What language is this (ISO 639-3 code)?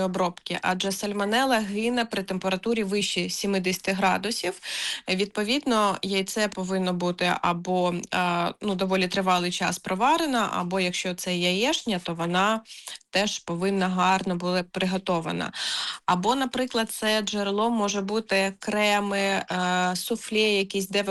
ukr